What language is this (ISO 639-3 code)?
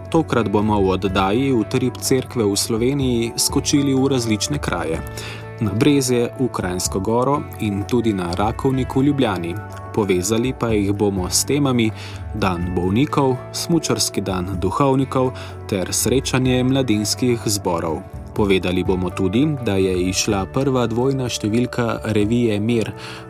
slv